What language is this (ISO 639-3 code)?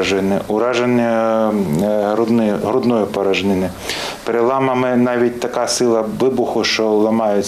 ukr